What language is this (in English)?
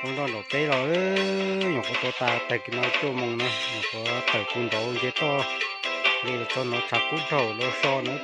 Hmong